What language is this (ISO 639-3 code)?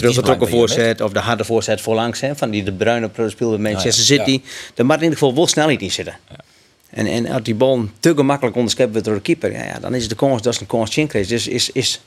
fry